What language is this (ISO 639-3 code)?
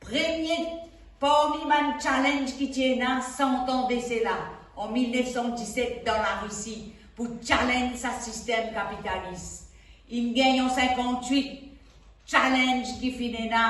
mfe